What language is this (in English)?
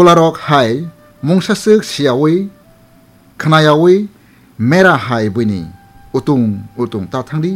Kok Borok